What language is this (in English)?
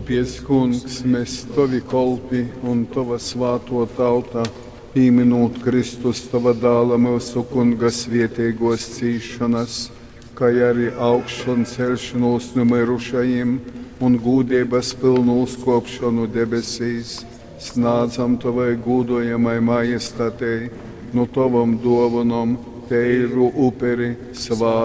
Latgalian